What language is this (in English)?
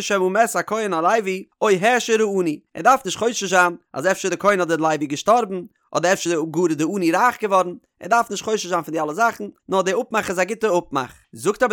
Yiddish